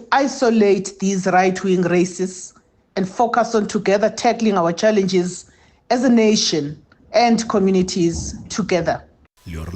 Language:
Venda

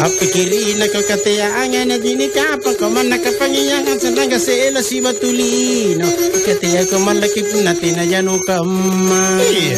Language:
Makasar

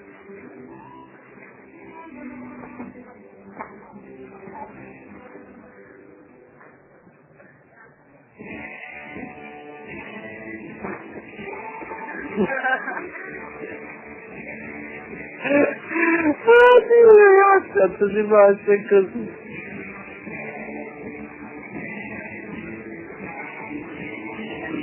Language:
Italian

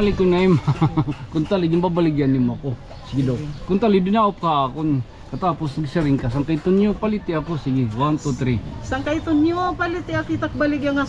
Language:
Waray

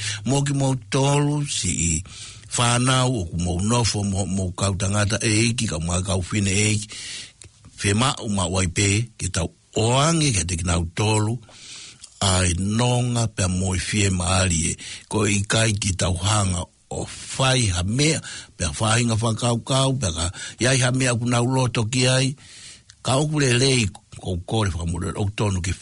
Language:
Tongan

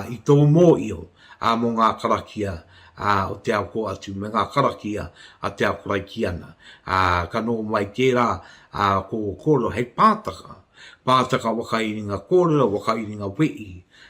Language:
Māori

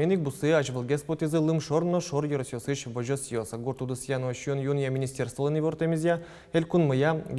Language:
Udmurt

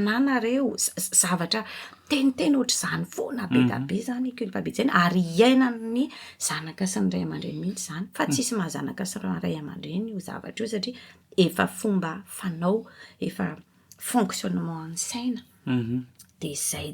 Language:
Malagasy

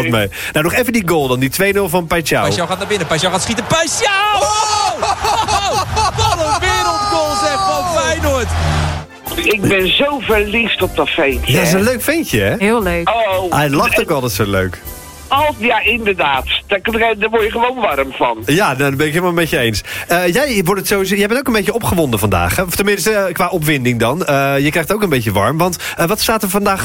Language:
Dutch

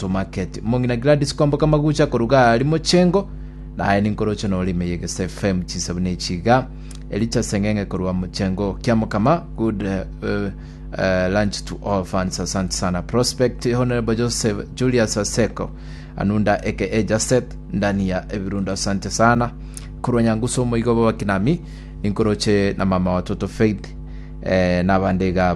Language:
Gusii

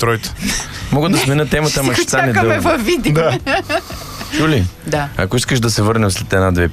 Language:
Bulgarian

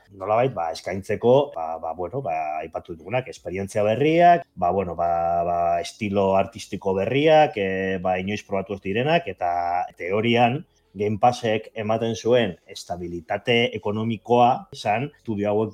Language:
Basque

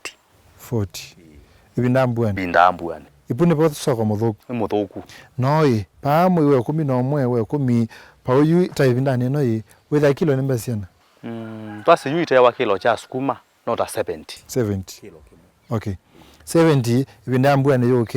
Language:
Kamba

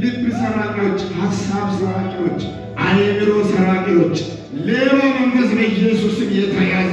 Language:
Amharic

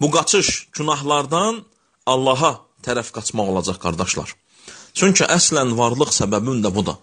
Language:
Azerbaijani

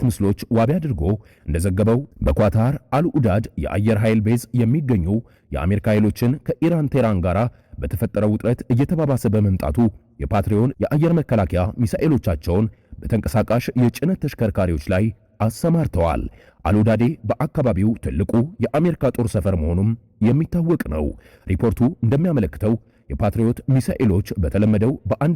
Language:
Amharic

